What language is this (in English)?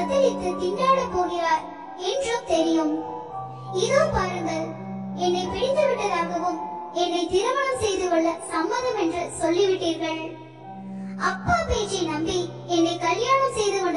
Tamil